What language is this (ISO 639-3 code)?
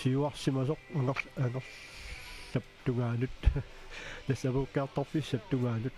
kal